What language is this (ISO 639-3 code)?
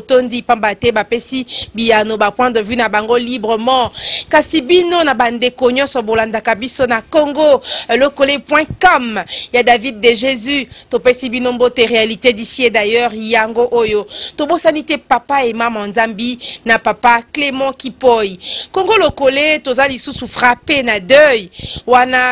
lin